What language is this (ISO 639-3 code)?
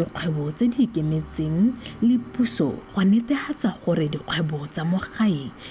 tsn